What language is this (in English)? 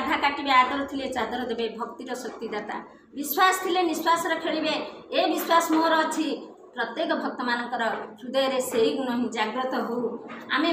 Odia